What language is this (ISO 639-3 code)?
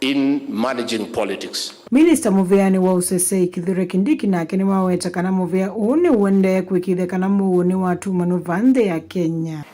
kam